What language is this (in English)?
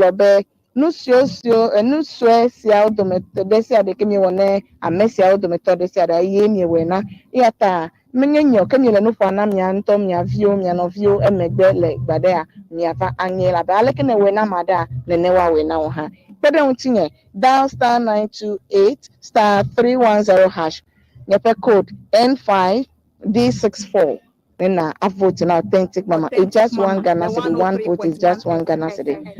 Ewe